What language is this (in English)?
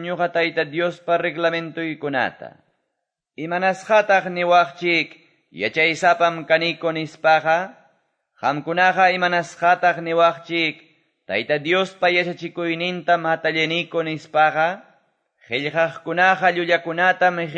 Quechua